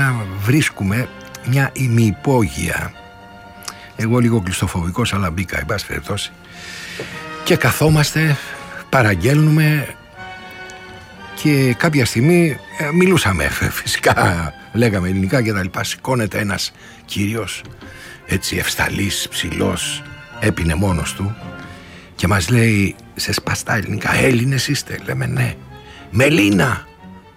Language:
Greek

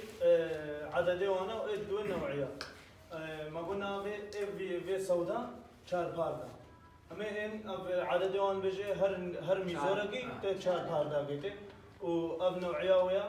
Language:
Kurdish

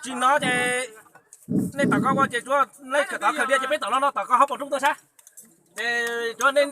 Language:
Hmong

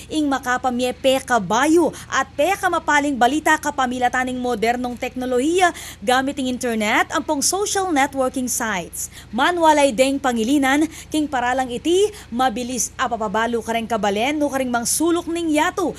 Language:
Pampanga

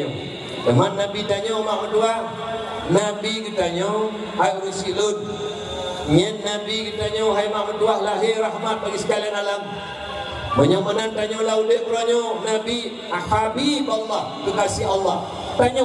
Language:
Achinese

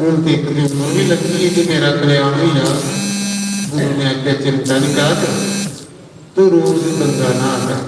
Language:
Dogri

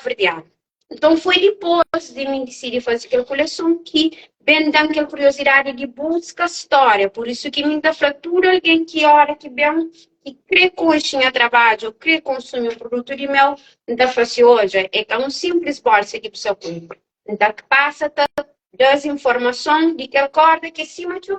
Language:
Kabuverdianu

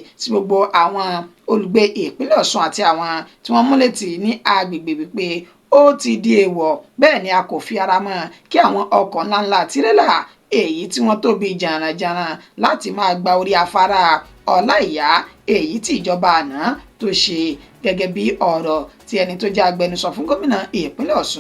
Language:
Yoruba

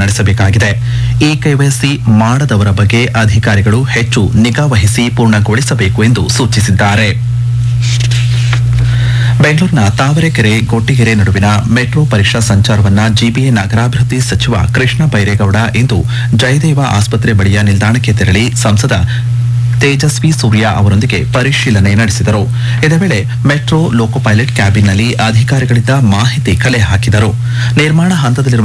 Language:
Kannada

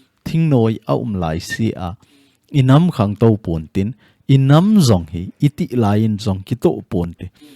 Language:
Thado Chin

